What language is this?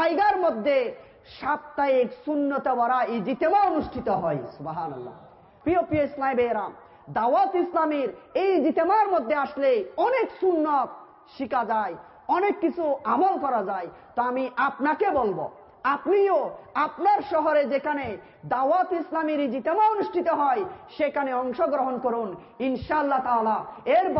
Bangla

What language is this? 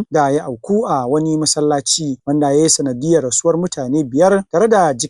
Hausa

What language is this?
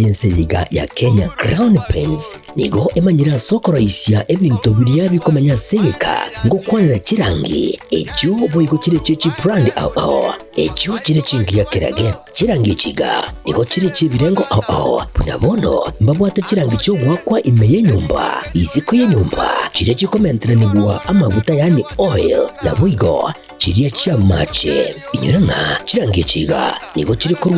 Gusii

